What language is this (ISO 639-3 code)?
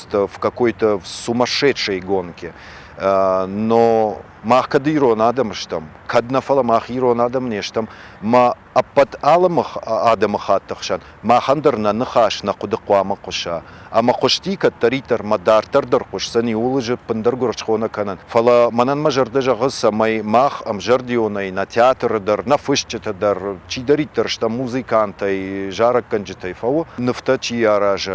oss